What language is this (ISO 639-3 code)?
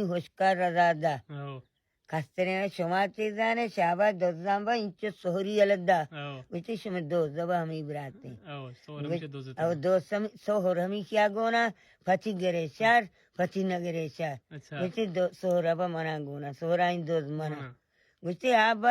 bal